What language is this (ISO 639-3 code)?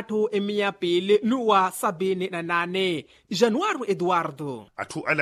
vmw